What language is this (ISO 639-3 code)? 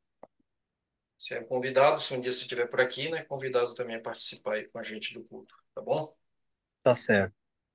por